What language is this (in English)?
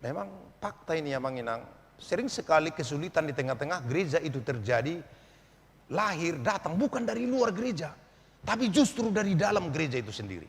Batak Toba